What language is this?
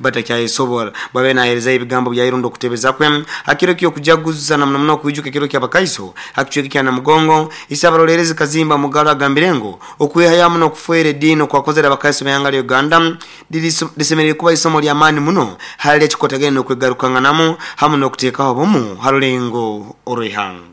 Nyoro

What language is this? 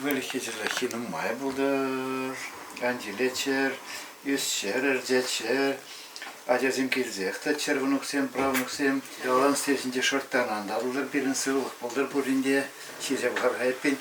Chuvash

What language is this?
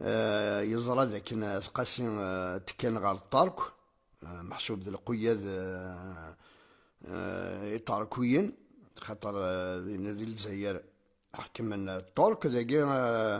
Kabyle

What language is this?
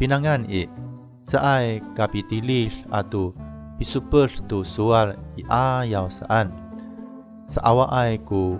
Amis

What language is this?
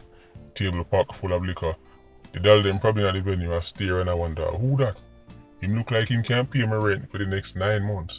Jamaican Creole English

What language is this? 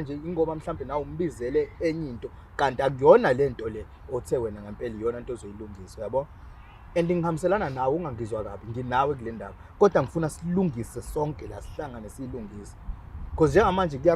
Zulu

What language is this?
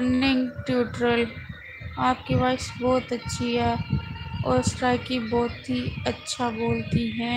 Saraiki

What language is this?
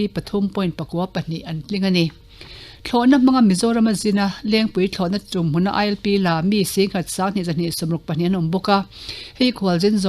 Mizo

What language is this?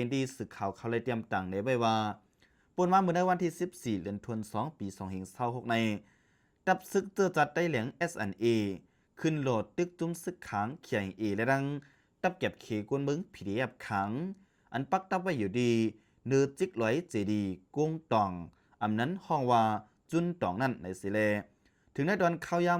Shan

